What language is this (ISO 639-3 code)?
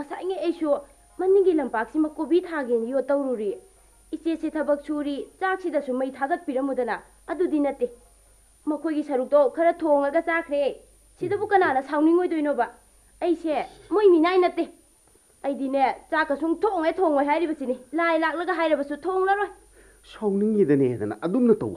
mni